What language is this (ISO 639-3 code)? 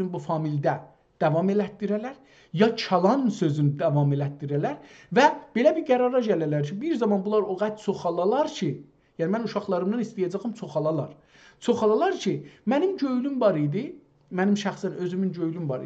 azb